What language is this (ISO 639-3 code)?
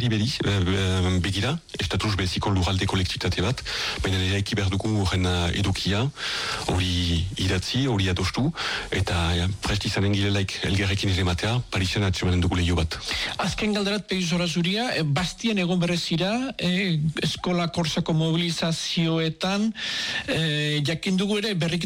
eus